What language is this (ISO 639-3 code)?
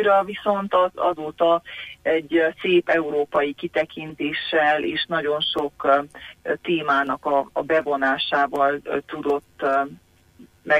hun